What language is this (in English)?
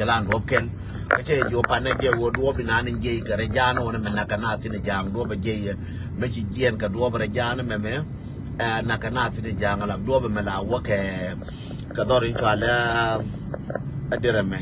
Nuer